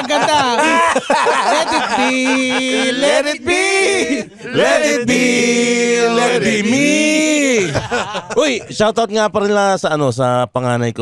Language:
Filipino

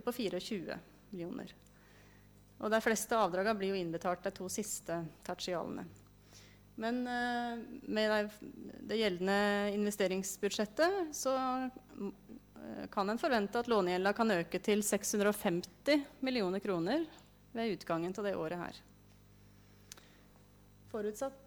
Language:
Norwegian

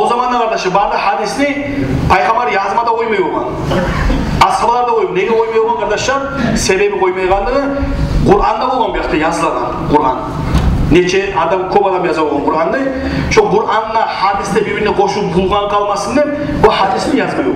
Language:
Kumyk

